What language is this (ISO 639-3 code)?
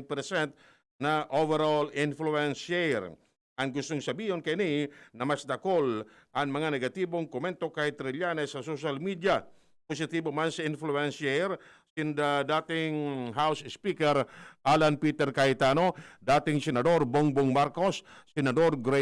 bik